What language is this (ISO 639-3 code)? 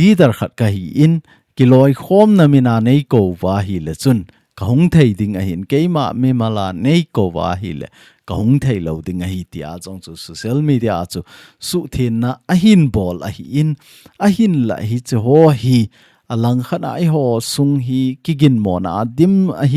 tcz